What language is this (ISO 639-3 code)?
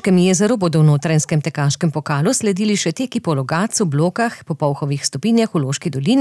slv